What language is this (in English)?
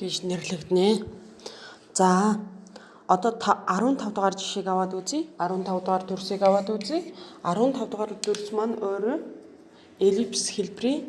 Mongolian